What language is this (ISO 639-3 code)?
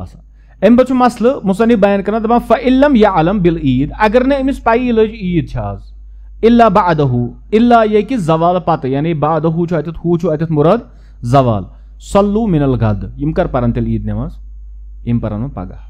kas